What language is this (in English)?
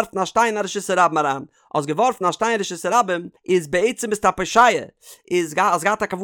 Yiddish